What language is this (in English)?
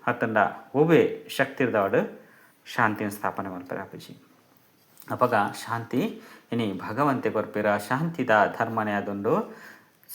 Tulu